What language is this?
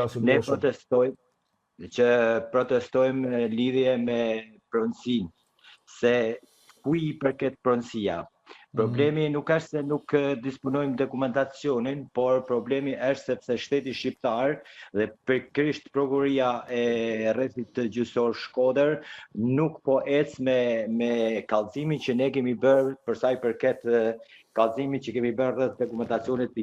Albanian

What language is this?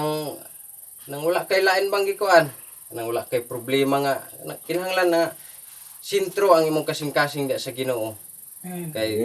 Cebuano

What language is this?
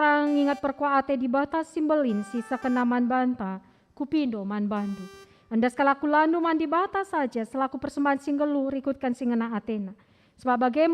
Batak Karo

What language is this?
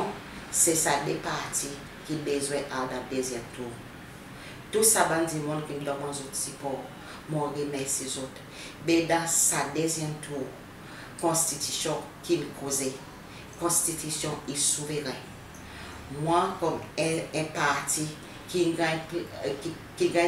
Seselwa Creole French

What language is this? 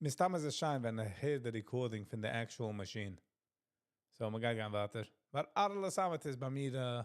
Yiddish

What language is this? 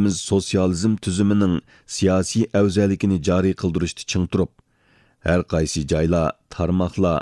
Uyghur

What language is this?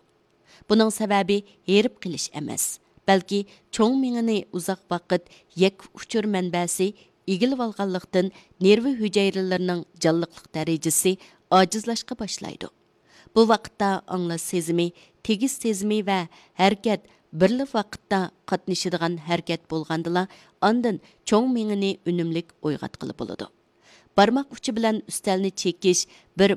Uyghur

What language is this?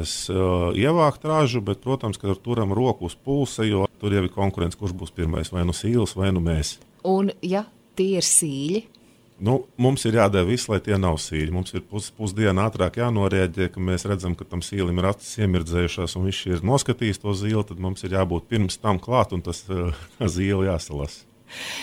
Latvian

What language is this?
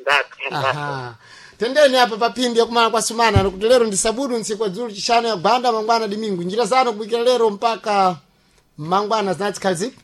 Sena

